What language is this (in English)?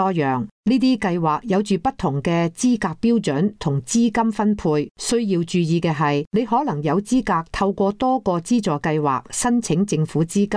Cantonese